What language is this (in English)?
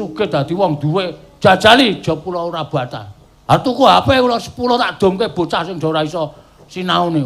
Javanese